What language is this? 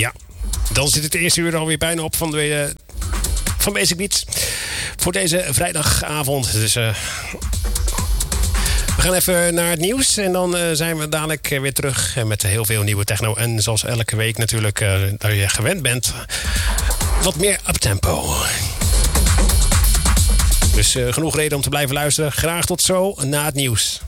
Dutch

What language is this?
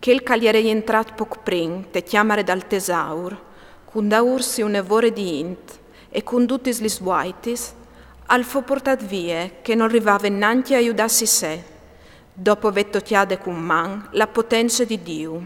Friulian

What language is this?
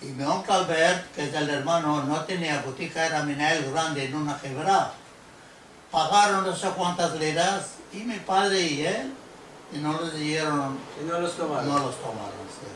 Ladino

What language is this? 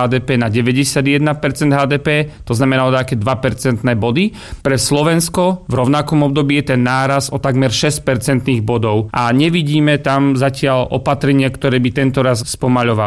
Slovak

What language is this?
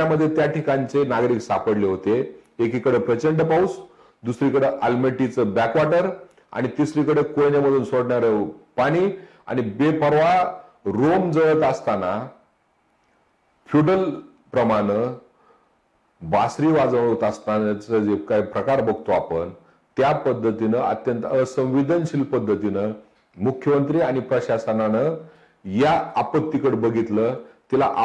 Marathi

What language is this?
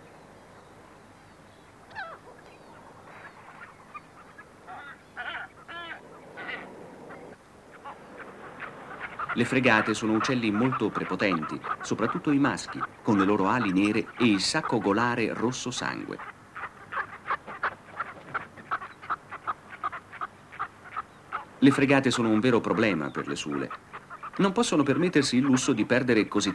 Italian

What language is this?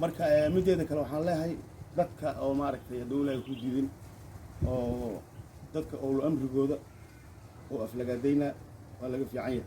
Somali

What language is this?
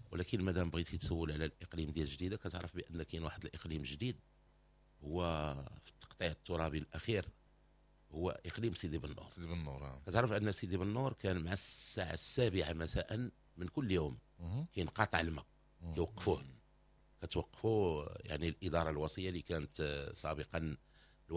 Moroccan Arabic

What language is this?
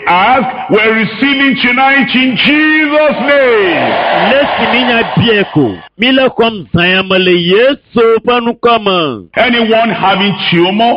Ewe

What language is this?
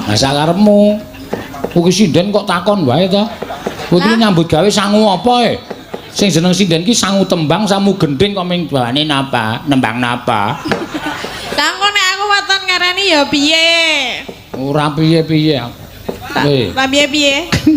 Javanese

